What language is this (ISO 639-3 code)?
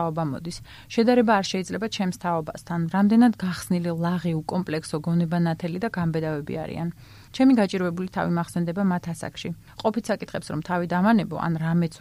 kat